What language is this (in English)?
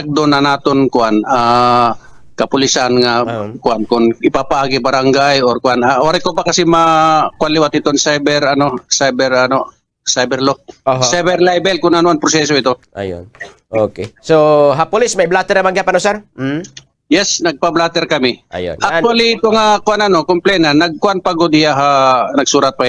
Waray